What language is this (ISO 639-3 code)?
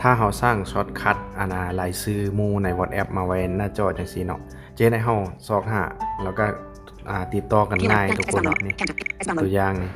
lao